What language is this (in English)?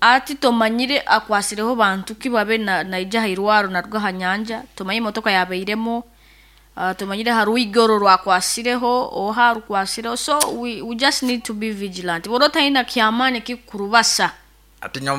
Nyankole